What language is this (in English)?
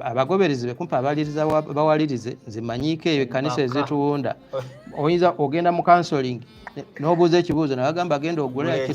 Ganda